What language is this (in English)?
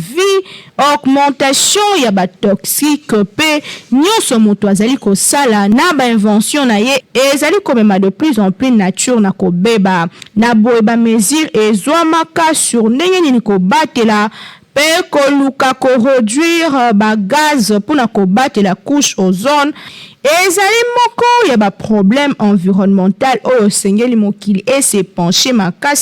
Lingala